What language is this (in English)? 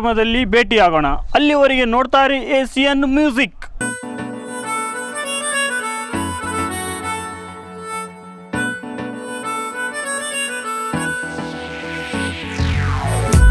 Kannada